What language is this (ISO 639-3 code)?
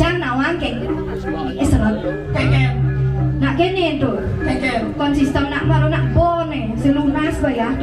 ban